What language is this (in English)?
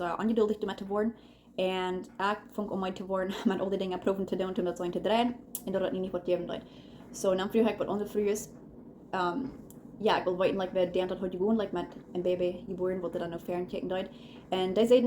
Plautdietsch